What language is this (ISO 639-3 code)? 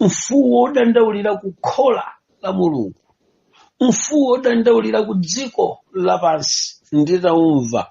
nya